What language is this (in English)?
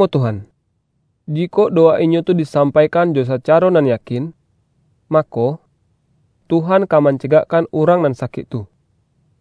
Minangkabau